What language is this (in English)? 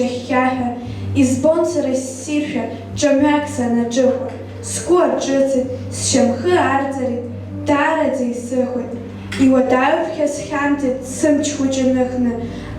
Abkhazian